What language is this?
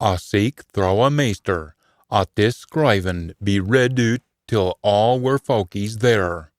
Scots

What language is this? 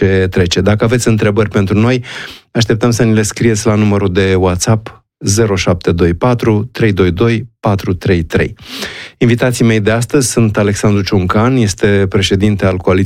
Romanian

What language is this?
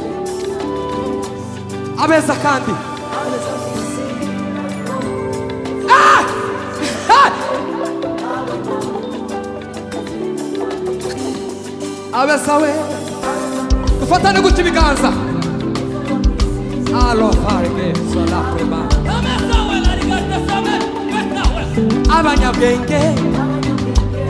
Kinyarwanda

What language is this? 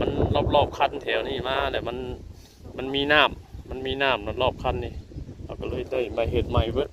Northeastern Thai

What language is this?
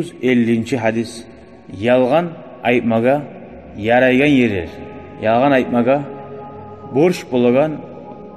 Kumyk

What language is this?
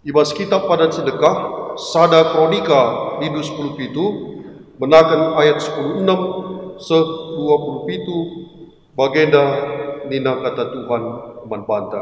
Batak Karo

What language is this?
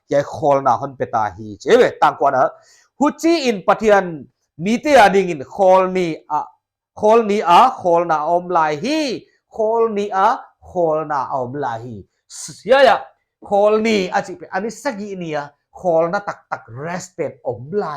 Paite Chin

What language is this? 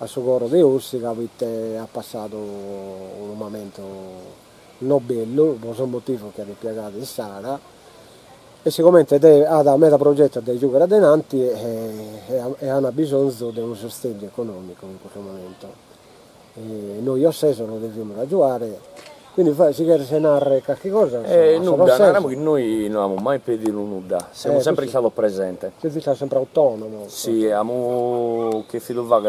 Sardinian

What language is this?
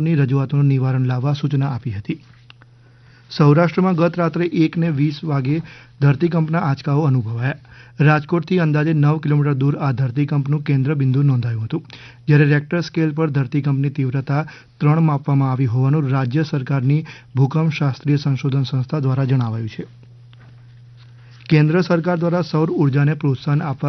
Gujarati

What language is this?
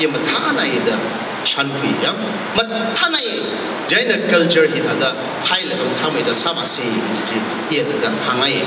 Tangkhul Naga (India)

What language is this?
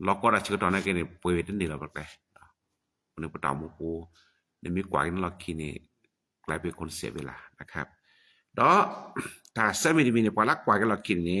S'gaw Karen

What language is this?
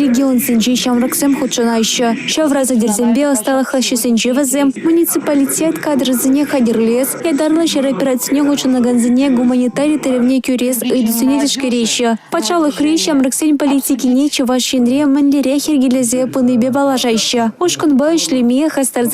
Chuvash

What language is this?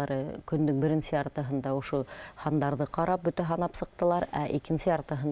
Bashkir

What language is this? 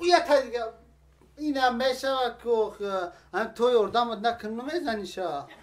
Tajik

